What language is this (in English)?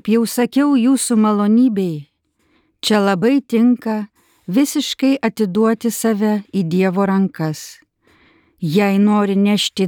Lithuanian